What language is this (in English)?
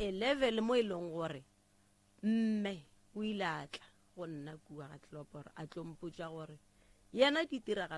Northern Sotho